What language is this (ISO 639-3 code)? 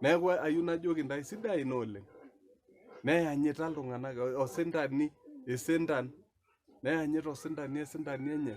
mas